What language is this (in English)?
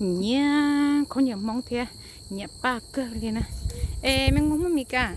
Hmong